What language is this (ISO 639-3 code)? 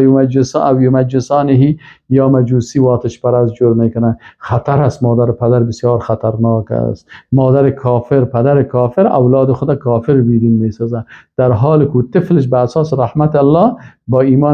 fas